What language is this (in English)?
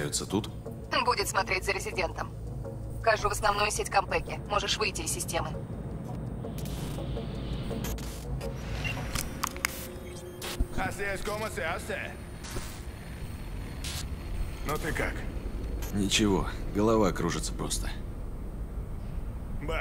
Russian